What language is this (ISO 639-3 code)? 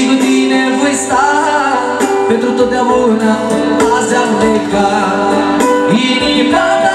ron